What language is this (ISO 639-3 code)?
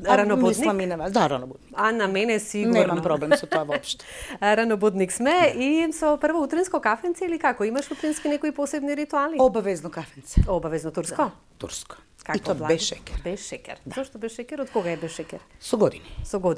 mkd